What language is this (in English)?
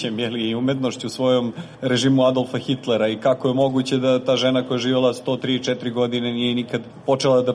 Bosnian